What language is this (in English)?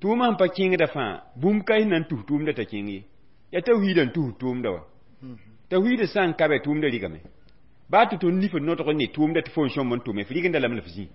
Mossi